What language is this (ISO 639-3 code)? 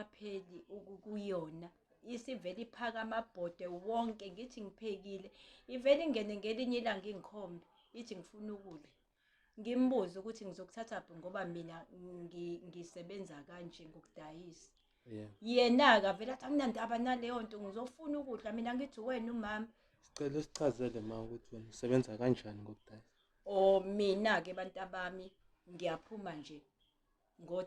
zul